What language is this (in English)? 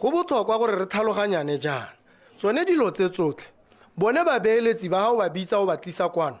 Tswana